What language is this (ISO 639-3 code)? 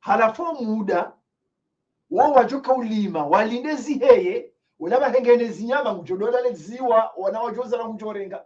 zdj